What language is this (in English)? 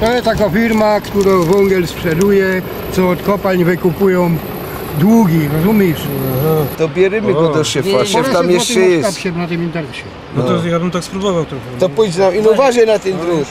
Silesian